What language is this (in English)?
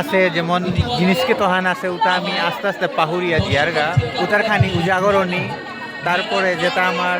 Bishnupriya